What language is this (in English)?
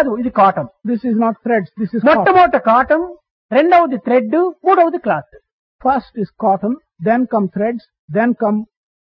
Telugu